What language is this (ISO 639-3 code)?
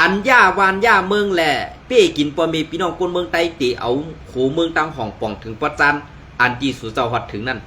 shn